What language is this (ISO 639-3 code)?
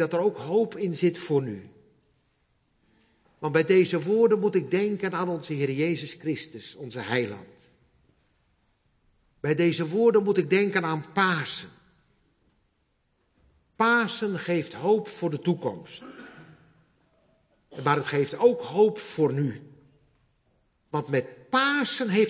nld